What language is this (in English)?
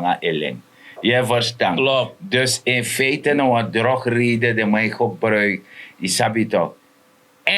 Sranan Tongo